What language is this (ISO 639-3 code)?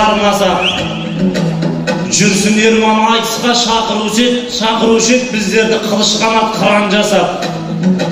kaz